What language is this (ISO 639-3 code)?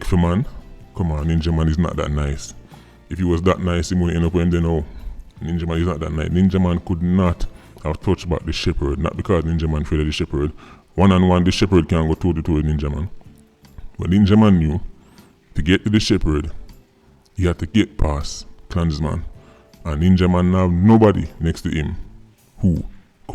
jam